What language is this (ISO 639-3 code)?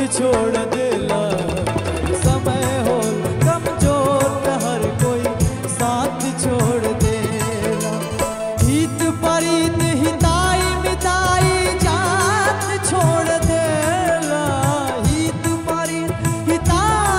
mai